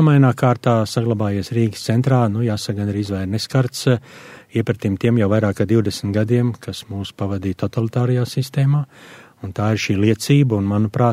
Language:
Latvian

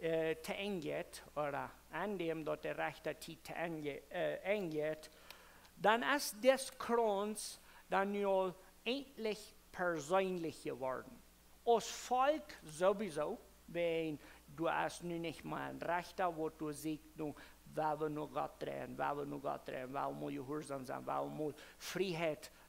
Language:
Plautdietsch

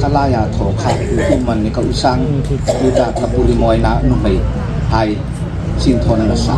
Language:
Hmar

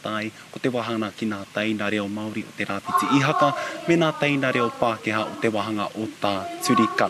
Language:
Māori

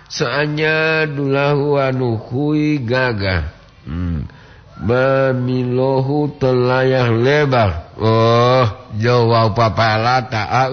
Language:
Gorontalo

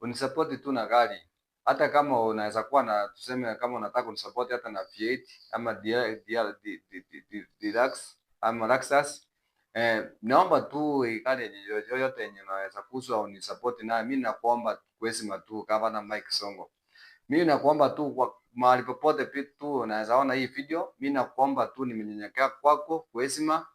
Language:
Swahili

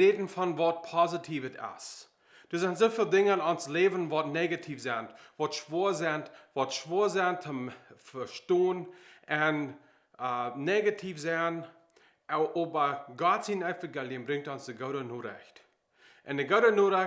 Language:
Plautdietsch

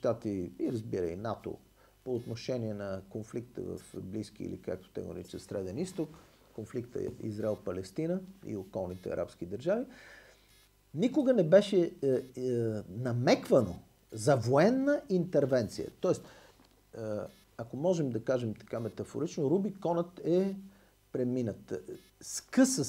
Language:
Bulgarian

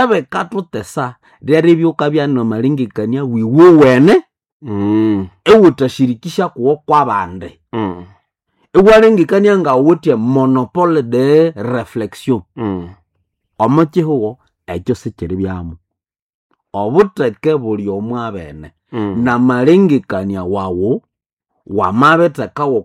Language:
Nande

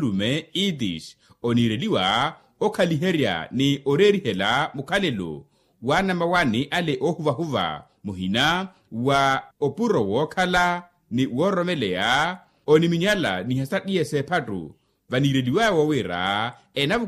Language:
Makhuwa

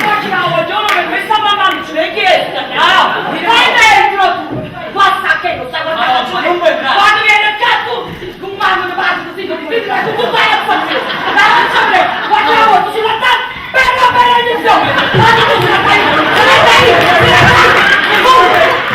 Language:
Neapolitan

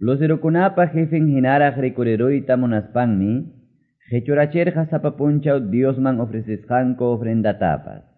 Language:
Quechua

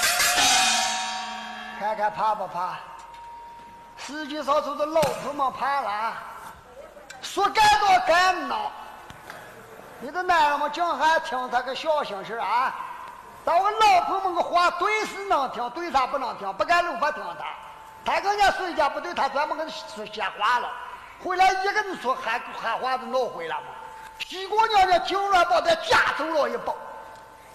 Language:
Chinese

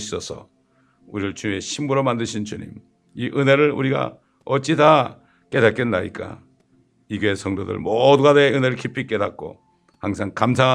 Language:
Korean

